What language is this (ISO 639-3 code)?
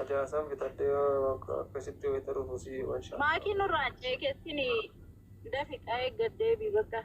orm